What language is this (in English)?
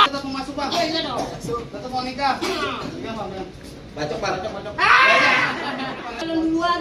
Betawi